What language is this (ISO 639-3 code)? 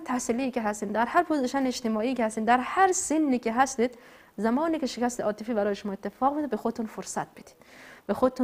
fas